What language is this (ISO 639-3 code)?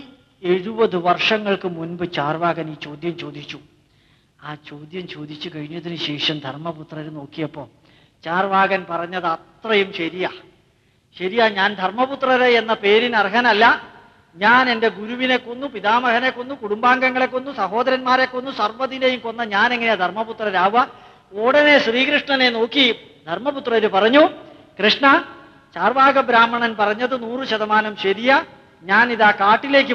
mal